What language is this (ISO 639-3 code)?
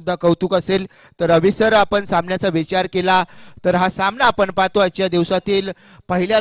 mar